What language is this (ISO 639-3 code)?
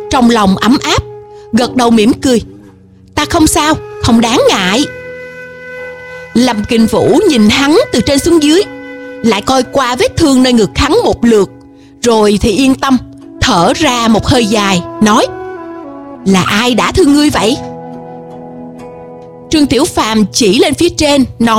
vie